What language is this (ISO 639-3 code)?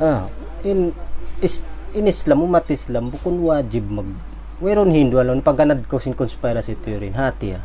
tsg